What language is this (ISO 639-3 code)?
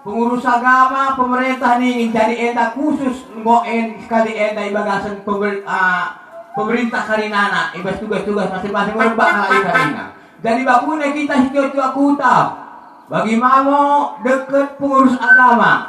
btd